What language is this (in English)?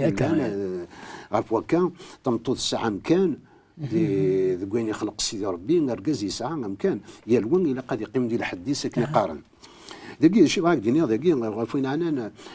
Kabyle